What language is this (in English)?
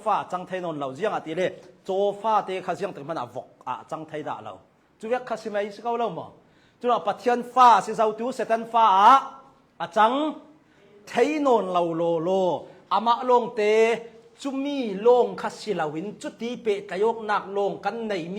Hakha Chin